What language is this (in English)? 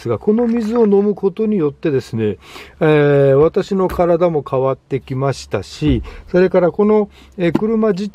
Japanese